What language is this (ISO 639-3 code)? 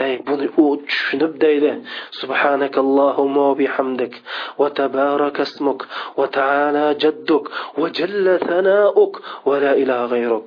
uig